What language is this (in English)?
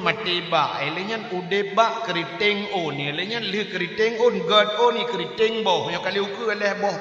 Achinese